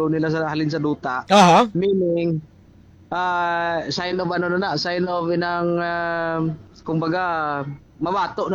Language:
Hiligaynon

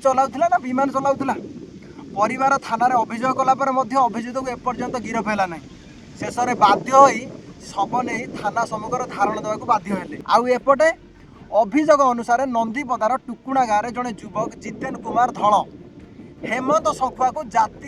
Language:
Odia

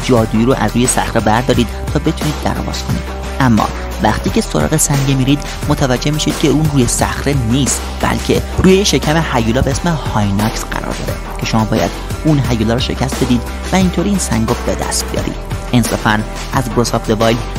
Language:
Persian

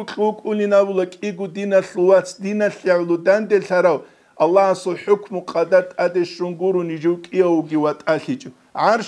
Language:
Avaric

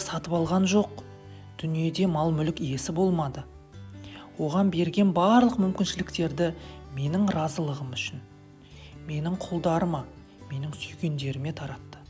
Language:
Kazakh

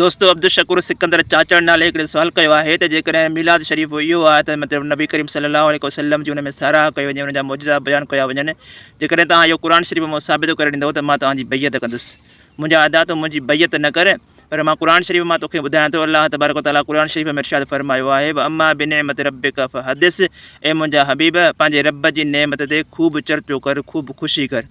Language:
Sindhi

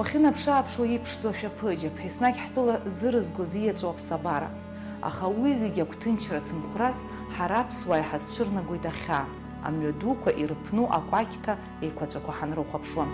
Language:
Abkhazian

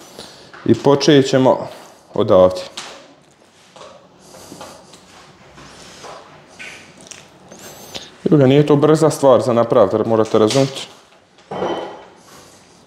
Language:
Croatian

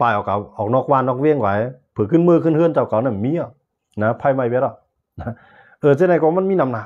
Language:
Shan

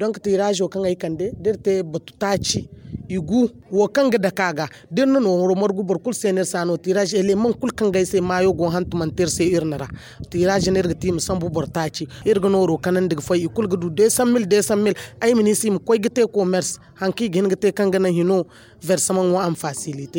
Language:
Zarma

